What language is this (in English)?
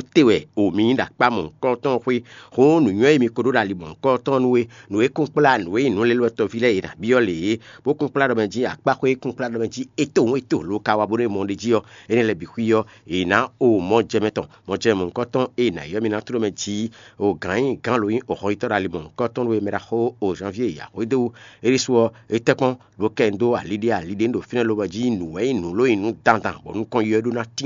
Fon